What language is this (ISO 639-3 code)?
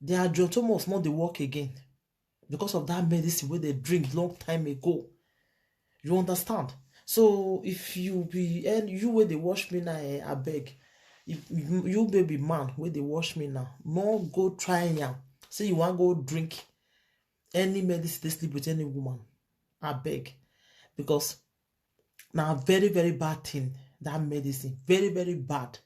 pcm